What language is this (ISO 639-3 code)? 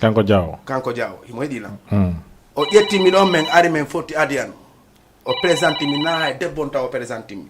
ful